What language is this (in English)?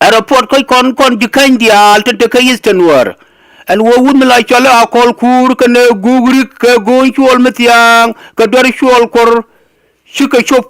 Nuer